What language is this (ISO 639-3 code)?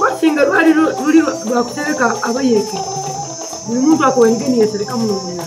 nyo